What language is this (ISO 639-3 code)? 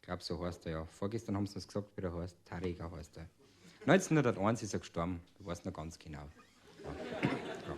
bar